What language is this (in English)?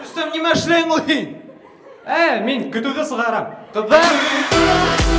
Bashkir